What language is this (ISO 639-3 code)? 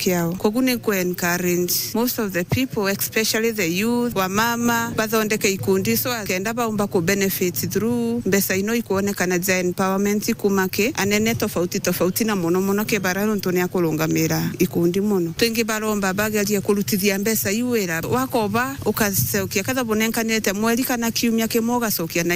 mer